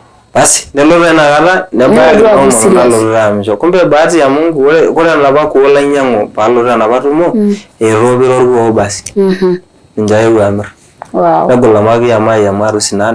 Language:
Masai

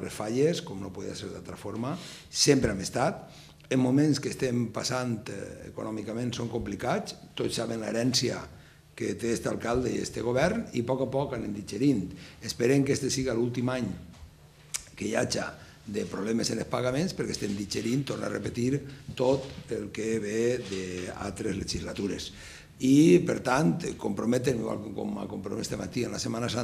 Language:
Catalan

